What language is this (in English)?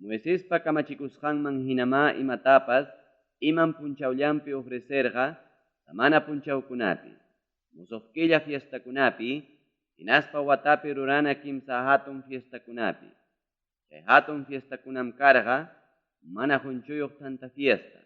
Ayacucho Quechua